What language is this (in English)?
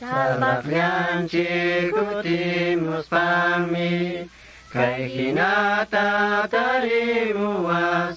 Quechua